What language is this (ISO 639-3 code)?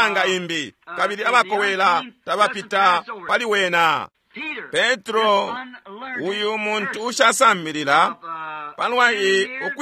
bem